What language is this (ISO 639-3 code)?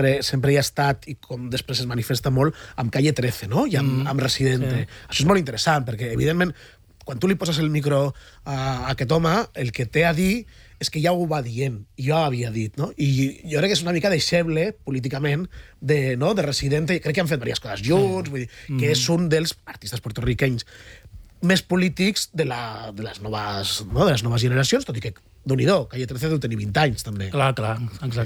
cat